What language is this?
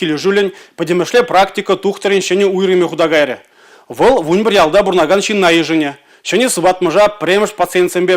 Chuvash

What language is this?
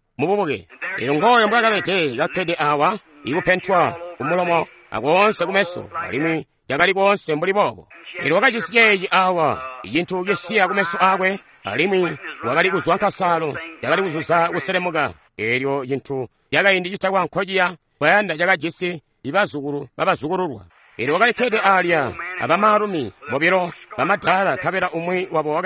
Tonga (Zambia)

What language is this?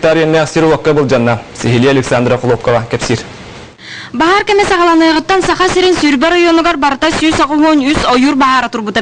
Yakut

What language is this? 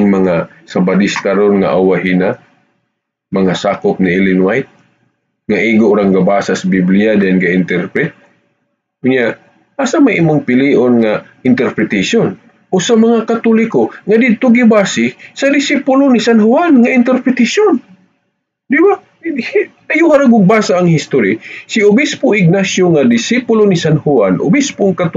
Cebuano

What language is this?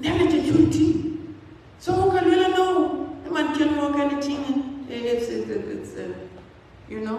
Dinka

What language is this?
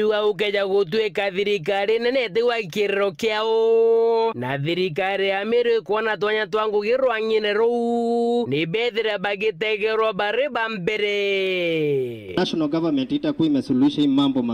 Meru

